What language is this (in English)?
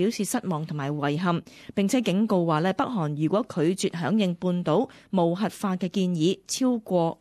Cantonese